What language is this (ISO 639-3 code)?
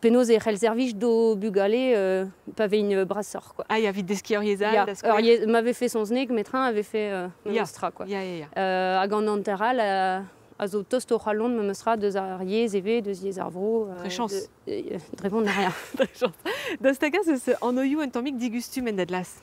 bre